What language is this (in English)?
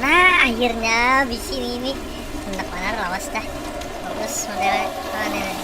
Banjar